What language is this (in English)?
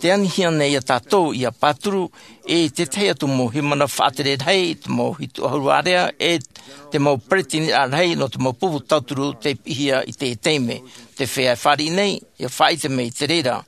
Tahitian